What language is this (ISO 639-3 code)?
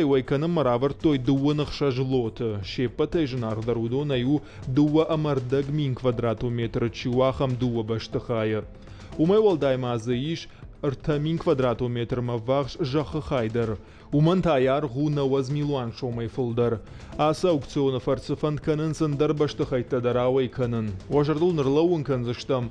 oss